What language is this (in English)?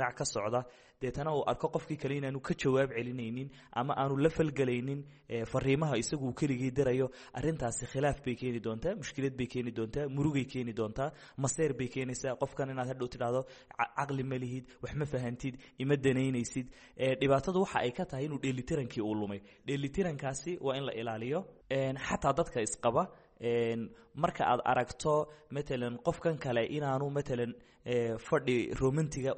Somali